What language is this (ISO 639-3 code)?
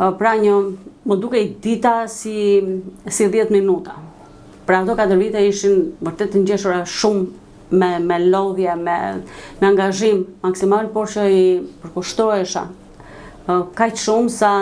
sqi